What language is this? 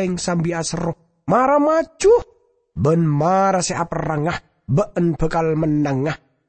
Madurese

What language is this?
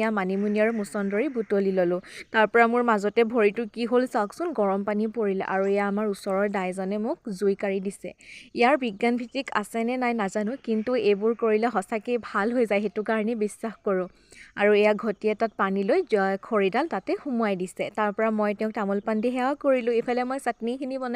Assamese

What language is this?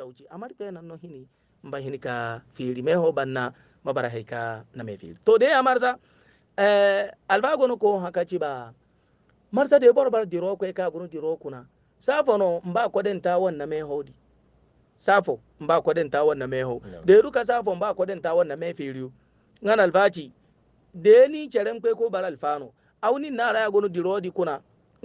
Hausa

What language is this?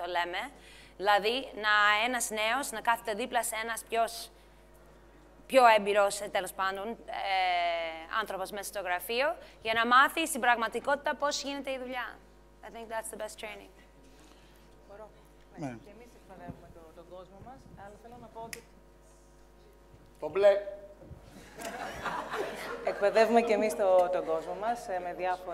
Greek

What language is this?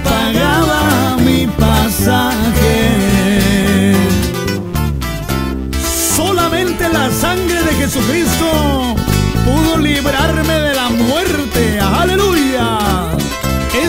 Spanish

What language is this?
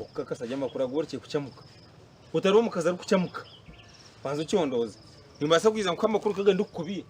Nyankole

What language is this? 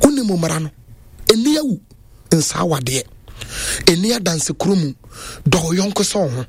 Akan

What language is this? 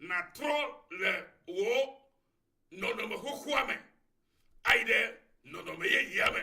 Ewe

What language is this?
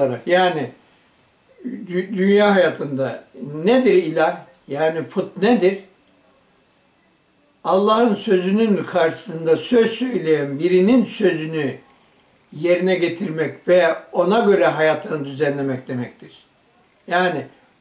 Turkish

